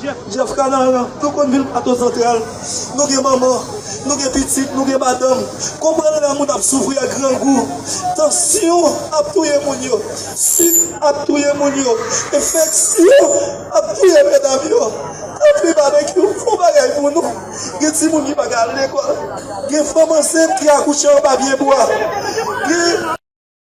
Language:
Haitian Creole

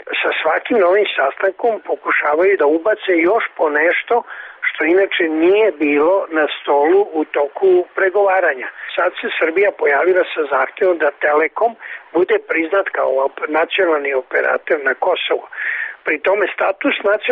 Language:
Serbian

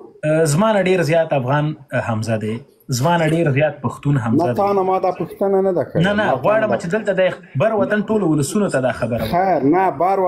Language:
Pashto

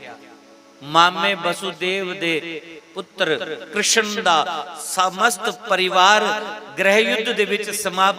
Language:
Dogri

